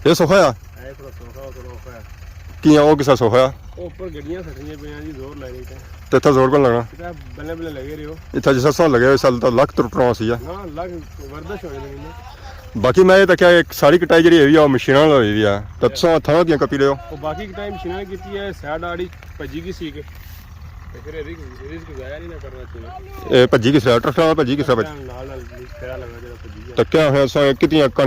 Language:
Pahari-Potwari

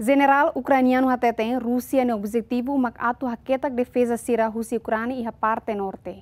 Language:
Tetum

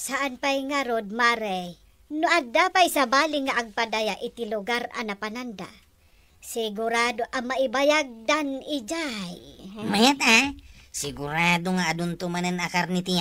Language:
Iloko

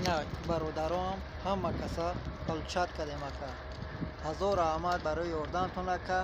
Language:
Tajik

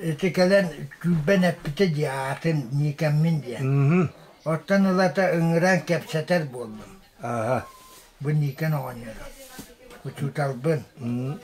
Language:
Yakut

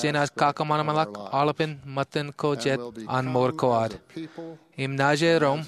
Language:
Marshallese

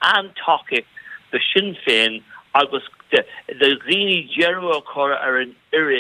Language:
Irish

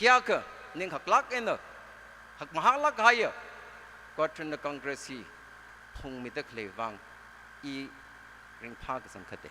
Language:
Tangkhul Naga (India)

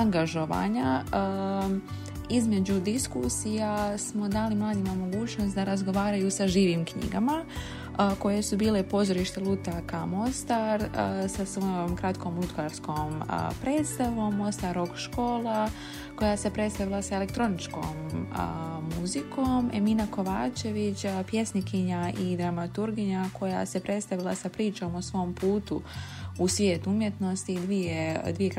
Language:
Bosnian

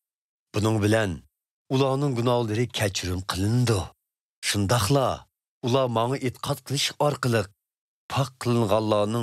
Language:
Uyghur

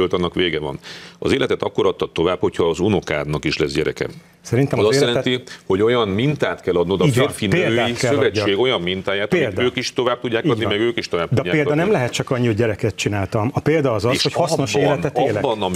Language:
Hungarian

